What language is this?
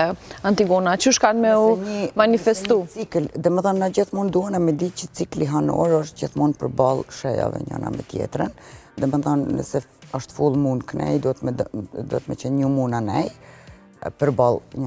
Albanian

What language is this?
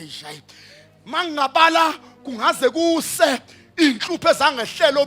Zulu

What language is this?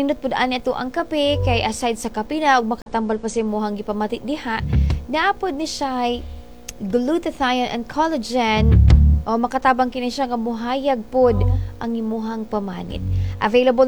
Cebuano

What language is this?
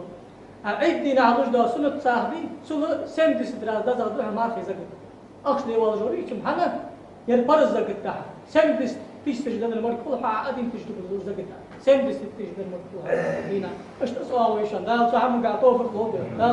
Ingush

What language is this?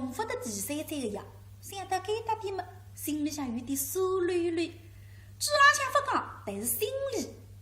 Wu Chinese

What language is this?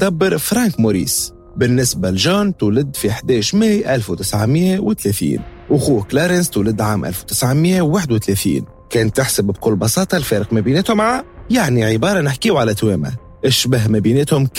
Tunisian Arabic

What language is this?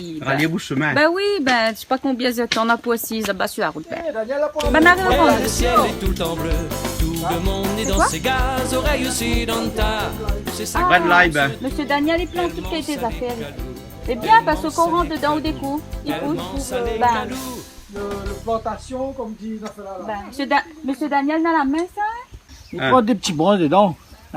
Réunion Creole French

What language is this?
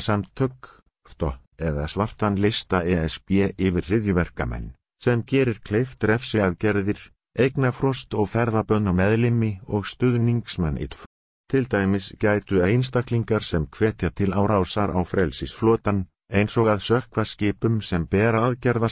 Icelandic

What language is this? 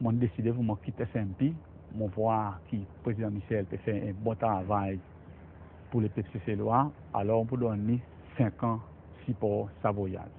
Seselwa Creole French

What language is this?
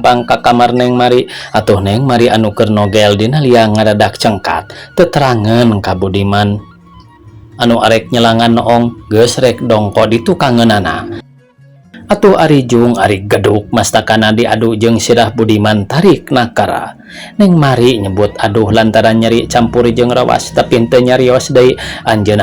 Sundanese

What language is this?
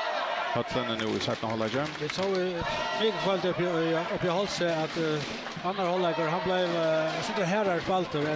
Faroese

